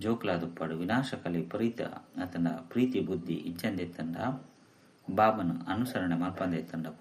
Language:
Tulu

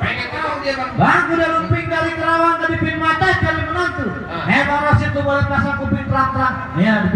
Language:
Betawi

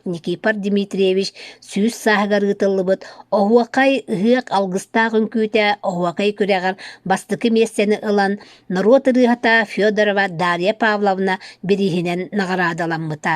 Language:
Yakut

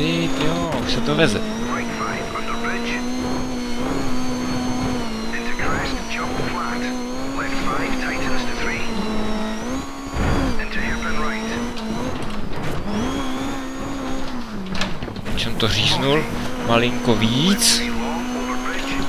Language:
Czech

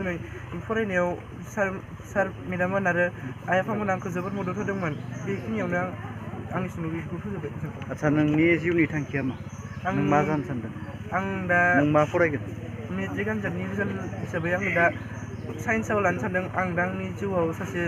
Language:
Bodo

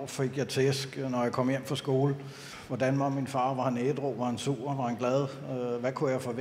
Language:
Danish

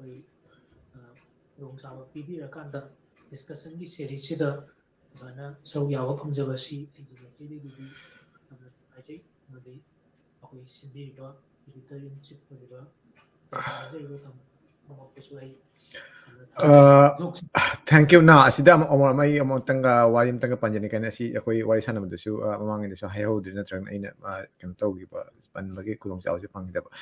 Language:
Manipuri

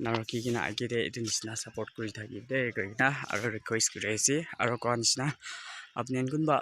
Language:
Naga Pidgin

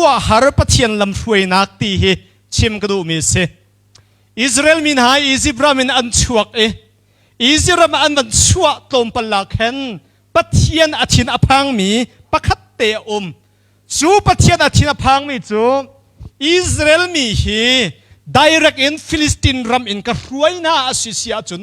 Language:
Hakha Chin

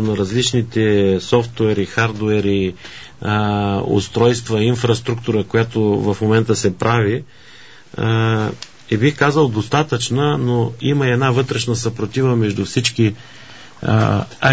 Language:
Bulgarian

